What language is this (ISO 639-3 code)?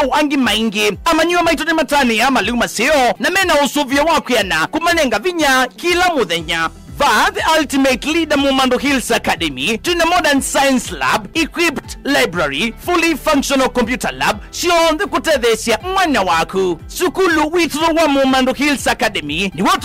kam